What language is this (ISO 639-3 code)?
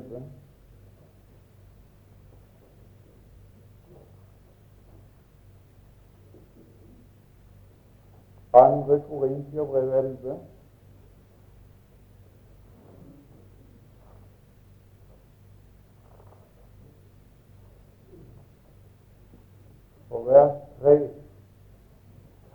nor